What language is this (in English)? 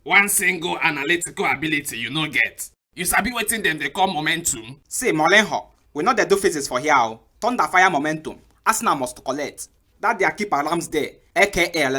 Nigerian Pidgin